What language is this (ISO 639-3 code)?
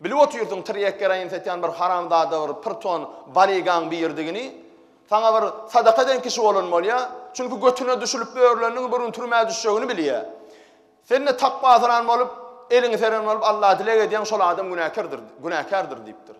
tuk